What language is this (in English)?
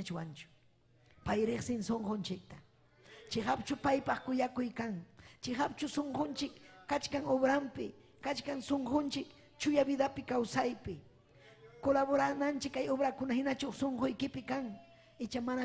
Ayacucho Quechua